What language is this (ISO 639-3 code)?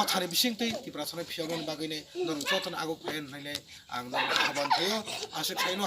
trp